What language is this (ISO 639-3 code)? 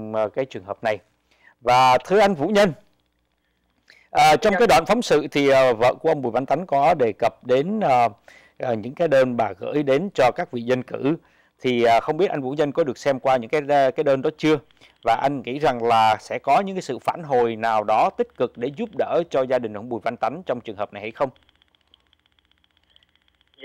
vie